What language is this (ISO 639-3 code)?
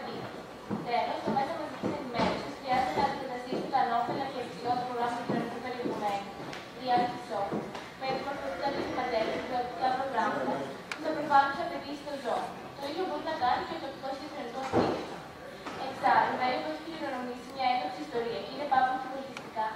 ell